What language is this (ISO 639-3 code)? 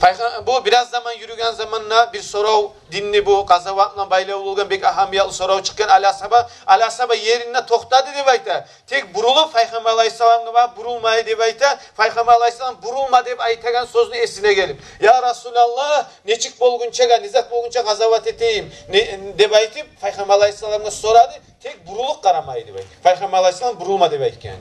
kum